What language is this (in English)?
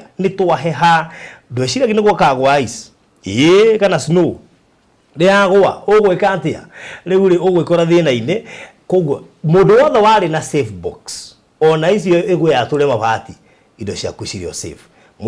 Kikuyu